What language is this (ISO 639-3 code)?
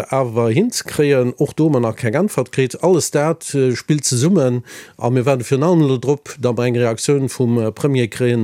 ltz